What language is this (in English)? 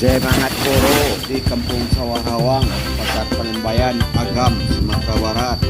Minangkabau